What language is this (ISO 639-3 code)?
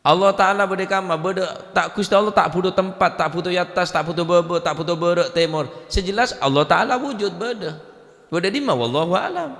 mad